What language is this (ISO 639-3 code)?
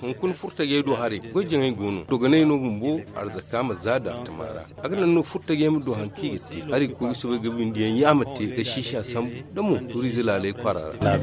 dje